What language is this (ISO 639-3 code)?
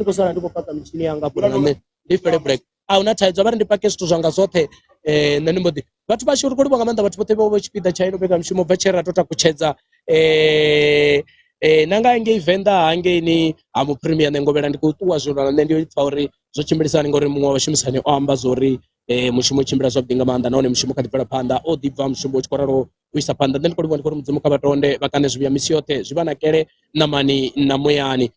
ven